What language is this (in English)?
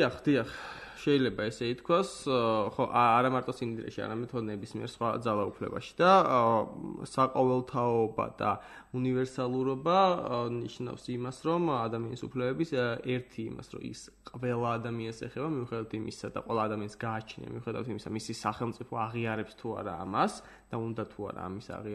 Georgian